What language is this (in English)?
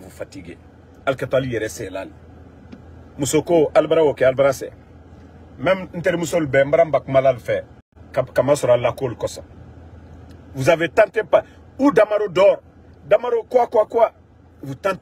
French